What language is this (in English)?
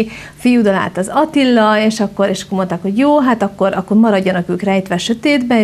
Hungarian